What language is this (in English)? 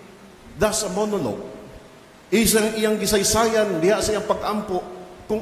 Cebuano